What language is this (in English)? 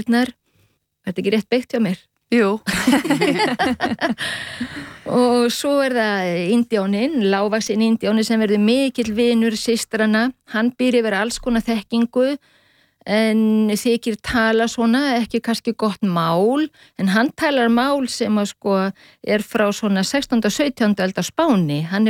Icelandic